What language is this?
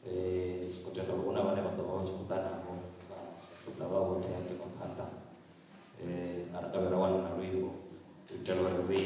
Venda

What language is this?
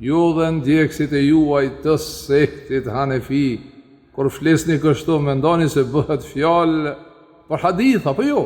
Albanian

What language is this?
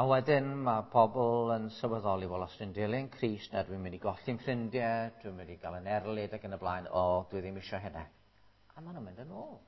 Welsh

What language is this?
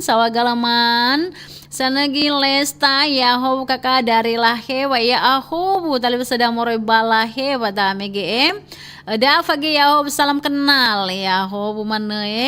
Nias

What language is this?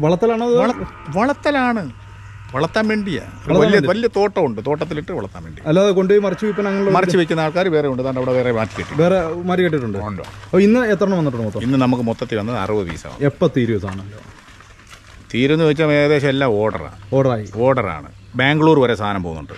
Malayalam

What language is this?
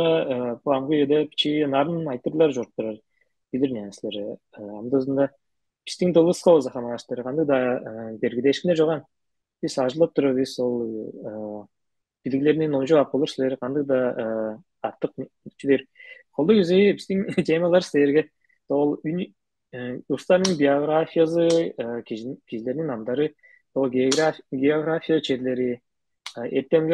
Tuvinian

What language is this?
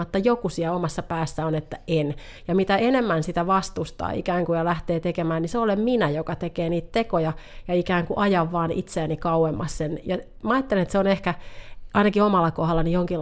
Finnish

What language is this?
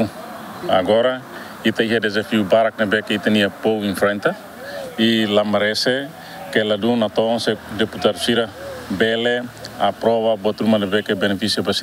Tetum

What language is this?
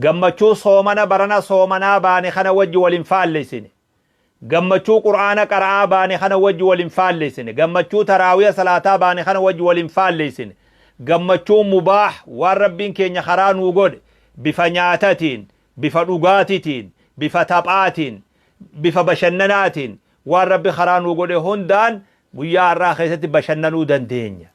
Oromo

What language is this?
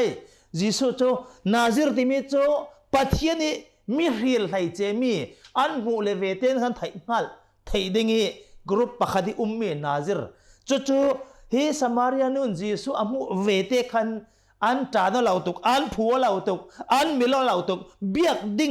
Hakha Chin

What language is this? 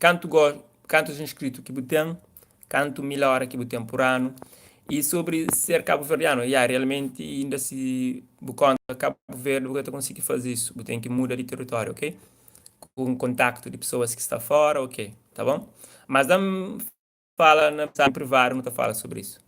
Kabuverdianu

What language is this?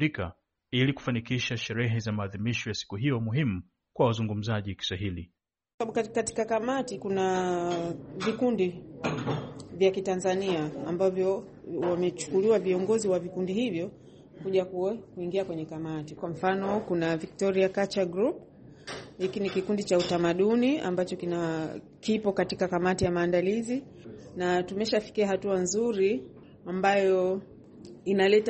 Swahili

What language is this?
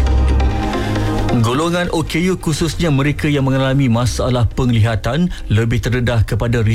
Malay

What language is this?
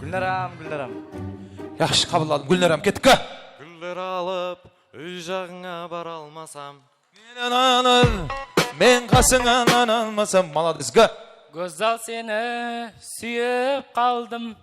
Kara-Kalpak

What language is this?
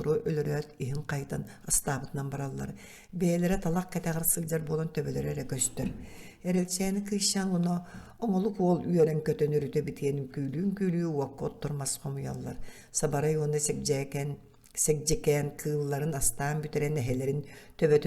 Yakut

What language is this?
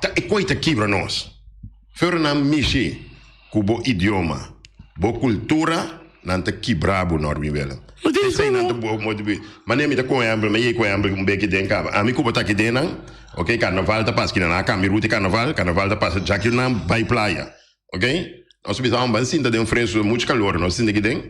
Papiamento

